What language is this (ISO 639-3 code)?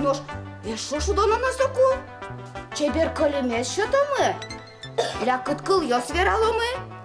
udm